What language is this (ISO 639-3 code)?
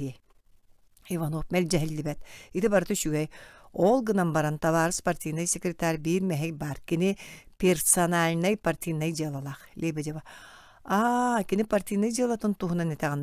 sah